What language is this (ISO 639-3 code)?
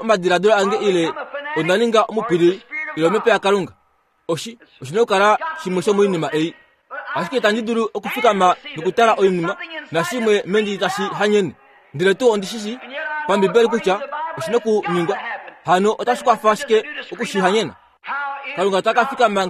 kua